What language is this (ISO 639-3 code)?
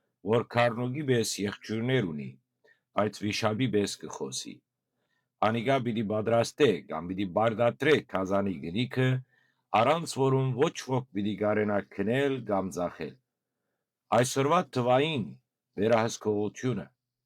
hyw